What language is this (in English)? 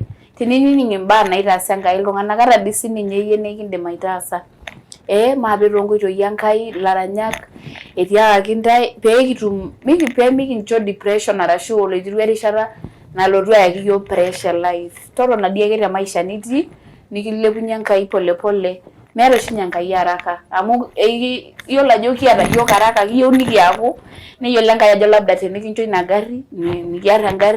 Masai